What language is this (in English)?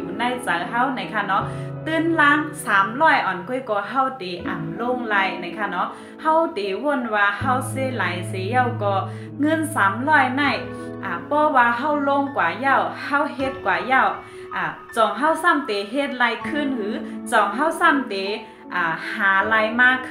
Shan